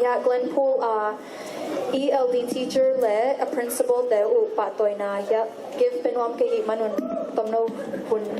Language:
Tedim Chin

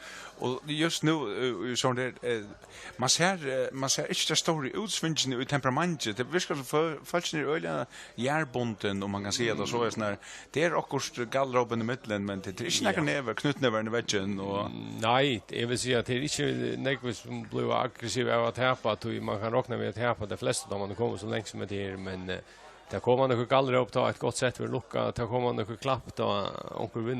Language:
Faroese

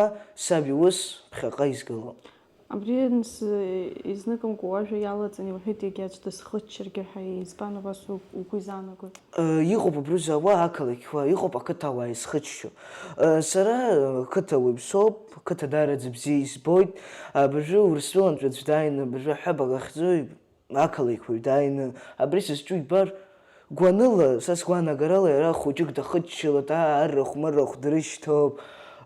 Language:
Abkhazian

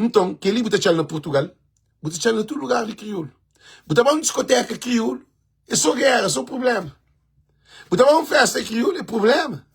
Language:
Kabuverdianu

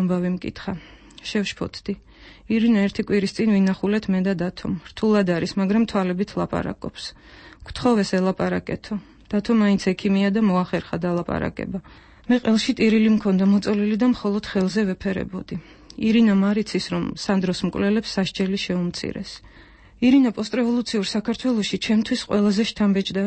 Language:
Georgian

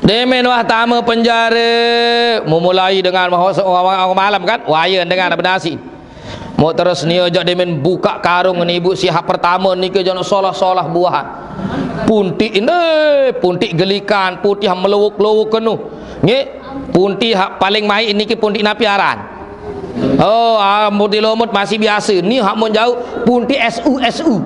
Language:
Sasak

